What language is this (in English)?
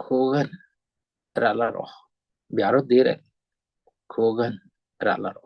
Nuer